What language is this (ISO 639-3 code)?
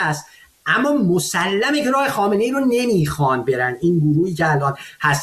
fas